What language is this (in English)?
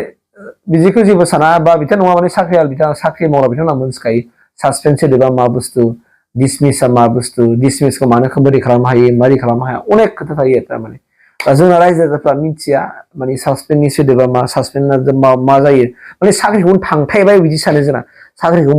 Bodo